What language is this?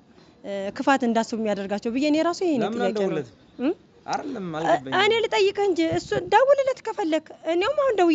Amharic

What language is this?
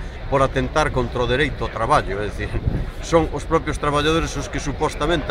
Galician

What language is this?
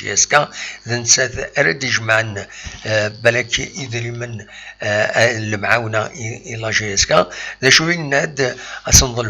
Kabyle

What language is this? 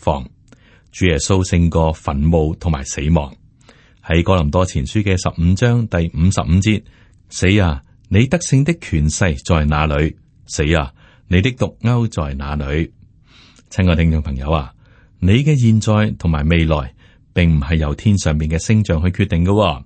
Cantonese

